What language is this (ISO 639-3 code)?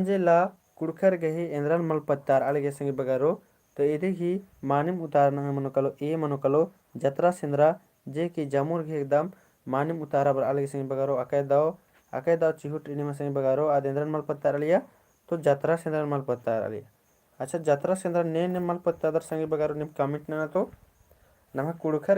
kru